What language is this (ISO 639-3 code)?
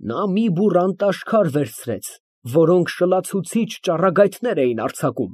hye